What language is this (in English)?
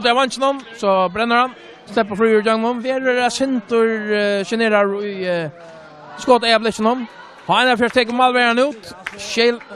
Faroese